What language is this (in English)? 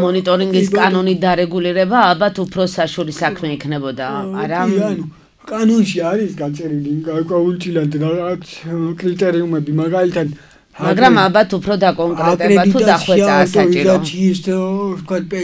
Georgian